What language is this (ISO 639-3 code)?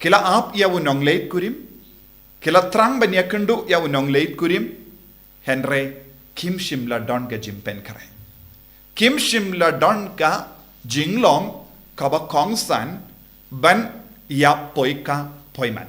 kha